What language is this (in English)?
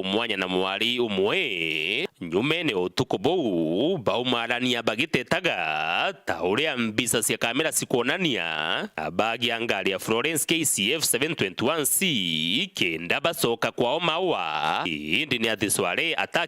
Meru